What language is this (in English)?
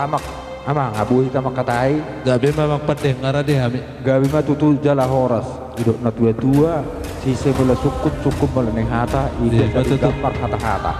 Batak Toba